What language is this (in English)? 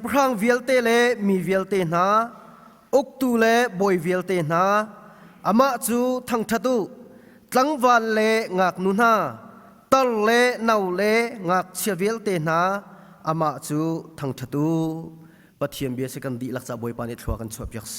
Hakha Chin